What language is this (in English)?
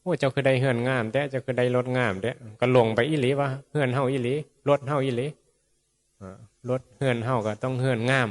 Northeastern Thai